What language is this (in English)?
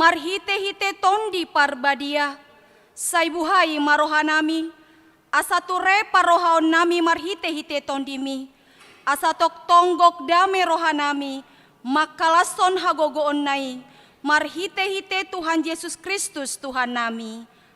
Batak Toba